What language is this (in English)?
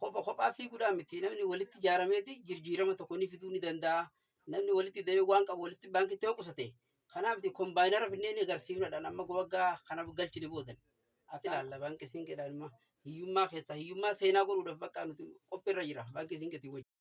Oromo